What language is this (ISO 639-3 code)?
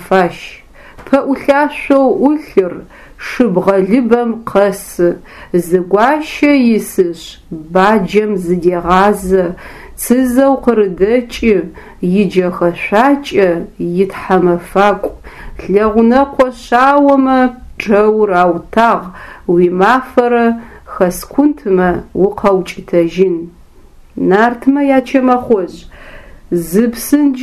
ady